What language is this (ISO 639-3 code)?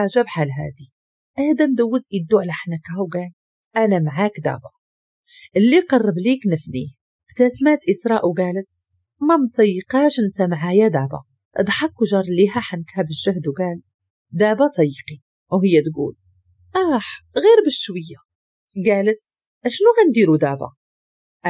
ary